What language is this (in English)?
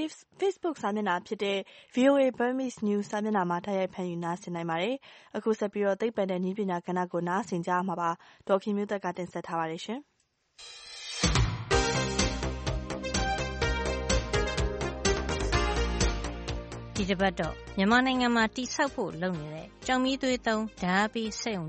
Burmese